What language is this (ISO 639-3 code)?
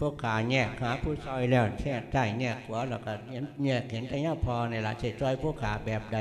lao